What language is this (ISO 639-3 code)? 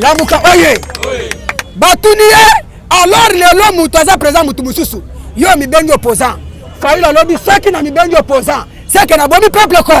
lin